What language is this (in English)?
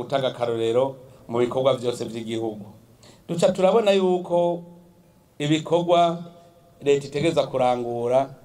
Rundi